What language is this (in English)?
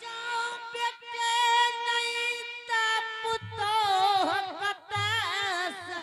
Angika